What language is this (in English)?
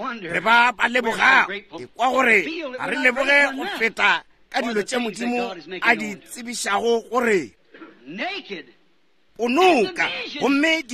Northern Sotho